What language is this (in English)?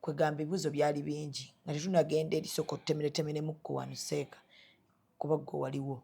Ganda